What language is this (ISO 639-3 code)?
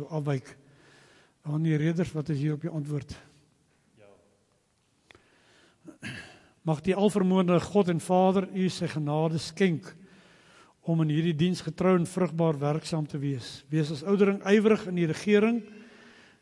afr